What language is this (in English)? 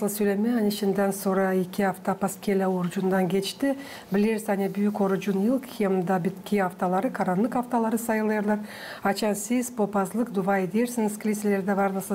Gagauz